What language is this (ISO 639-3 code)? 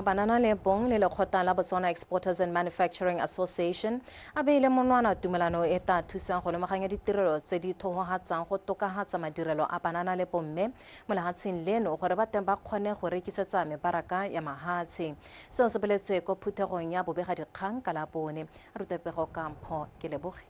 tsn